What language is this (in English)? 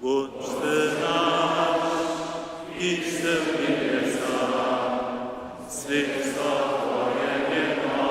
Upper Sorbian